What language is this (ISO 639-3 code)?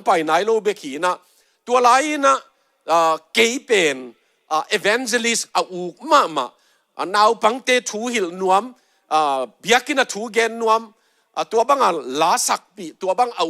ctd